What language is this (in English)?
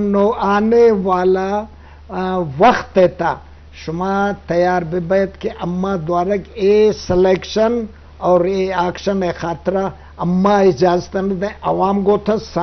Eastern Balochi